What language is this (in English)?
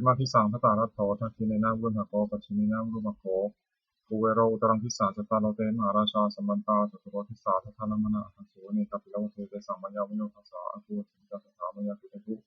Pali